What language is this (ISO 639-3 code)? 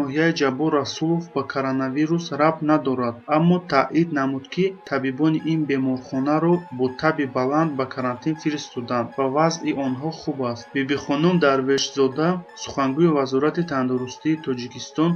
tgk